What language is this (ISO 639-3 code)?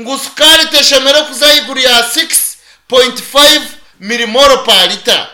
nyn